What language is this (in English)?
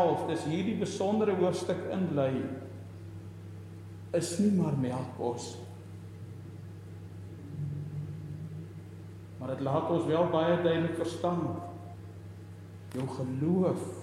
Afrikaans